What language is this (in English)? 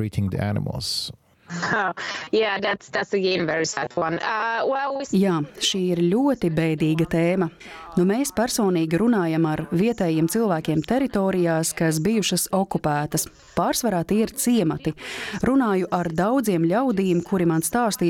Latvian